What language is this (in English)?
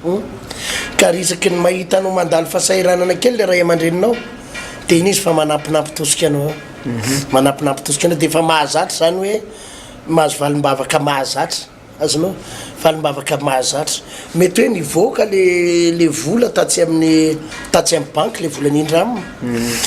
Malagasy